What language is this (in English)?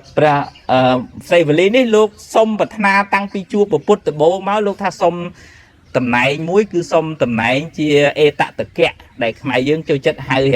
Khmer